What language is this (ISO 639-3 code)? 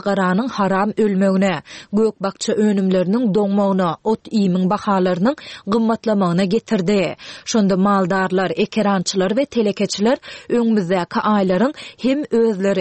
tuk